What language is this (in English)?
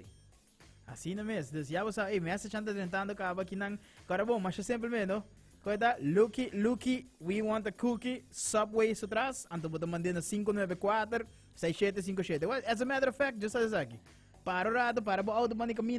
Papiamento